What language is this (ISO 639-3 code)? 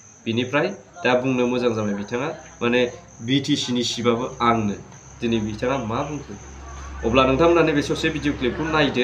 brx